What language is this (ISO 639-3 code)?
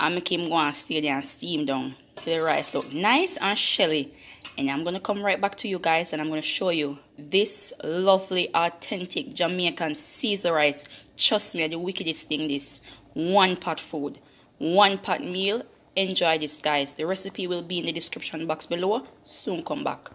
jam